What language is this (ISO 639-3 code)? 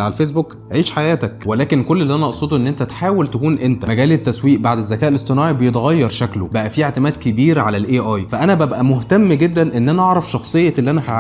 arz